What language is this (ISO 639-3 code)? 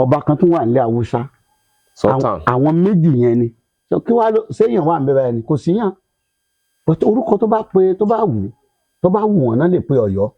yor